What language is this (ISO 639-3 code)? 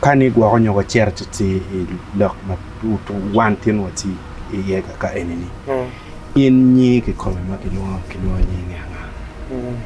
ach